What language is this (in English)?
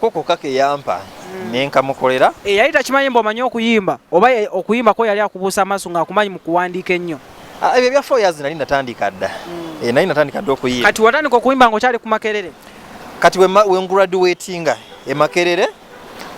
Ganda